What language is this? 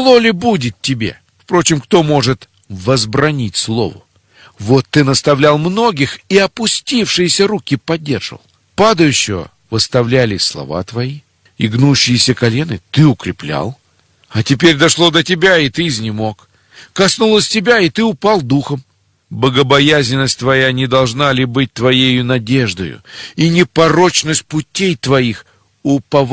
Russian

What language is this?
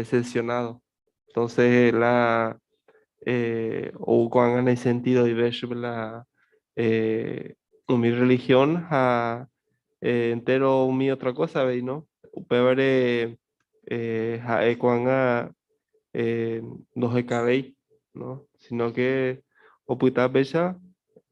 Guarani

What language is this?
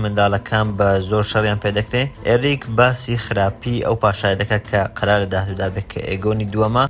Central Kurdish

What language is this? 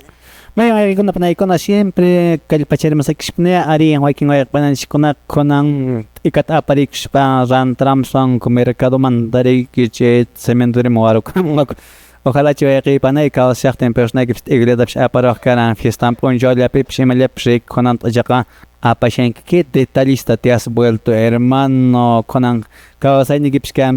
Quechua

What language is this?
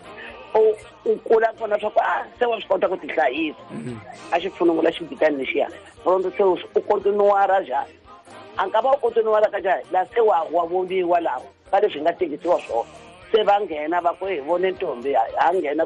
Tsonga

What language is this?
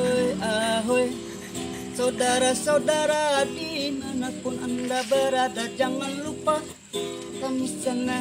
Banjar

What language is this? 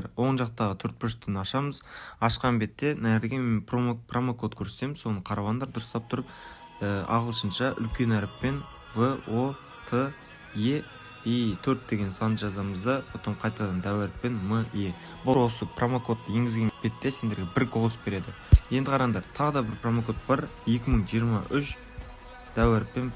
Kara-Kalpak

